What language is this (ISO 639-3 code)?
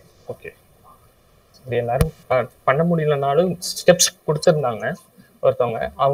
tam